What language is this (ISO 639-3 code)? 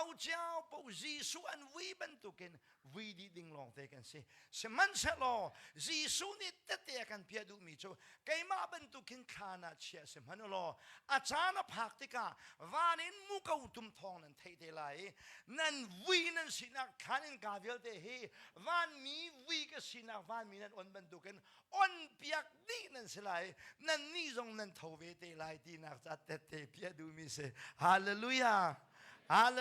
cnh